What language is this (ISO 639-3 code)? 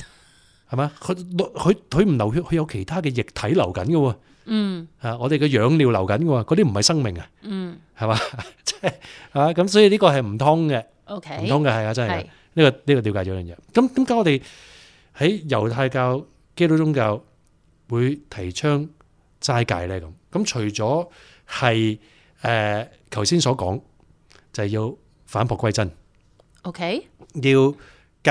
yue